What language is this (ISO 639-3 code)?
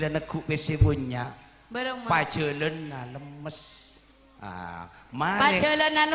mad